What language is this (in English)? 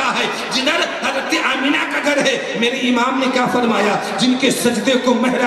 Urdu